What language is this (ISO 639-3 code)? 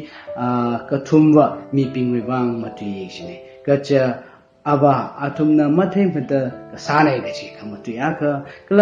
nmf